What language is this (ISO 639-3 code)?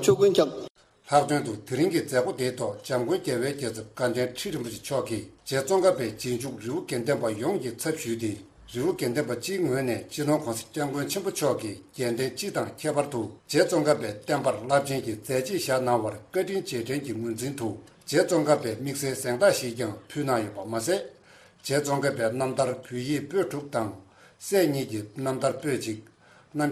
bod